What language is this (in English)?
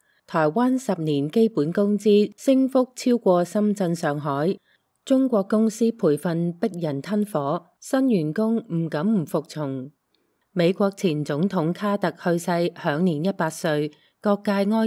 Cantonese